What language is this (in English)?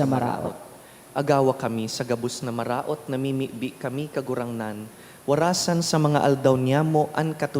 Bikol